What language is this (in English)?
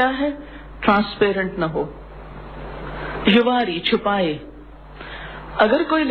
Urdu